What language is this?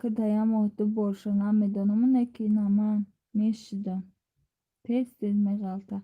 Tajik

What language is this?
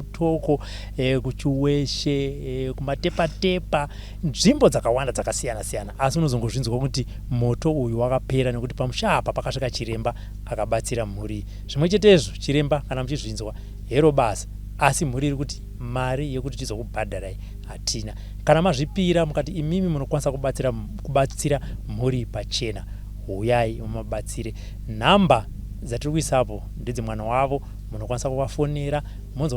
Shona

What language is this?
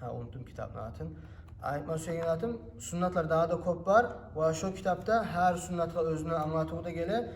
Kumyk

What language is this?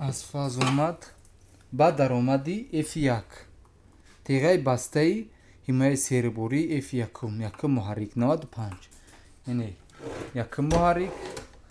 Tajik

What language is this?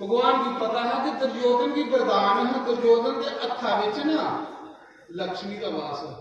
Dogri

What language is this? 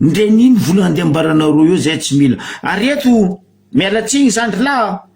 Malagasy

